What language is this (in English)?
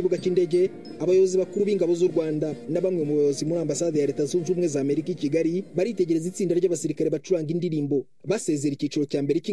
Kinyarwanda